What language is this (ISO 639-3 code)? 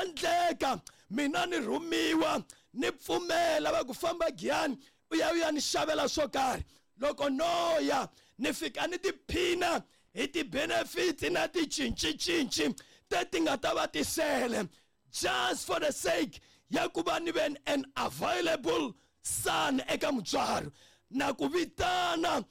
tso